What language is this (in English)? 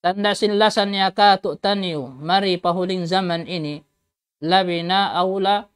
Tausug